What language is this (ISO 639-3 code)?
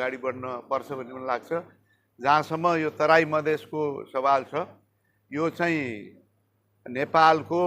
nep